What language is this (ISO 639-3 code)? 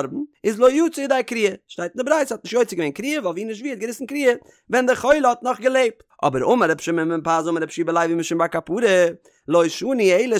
yid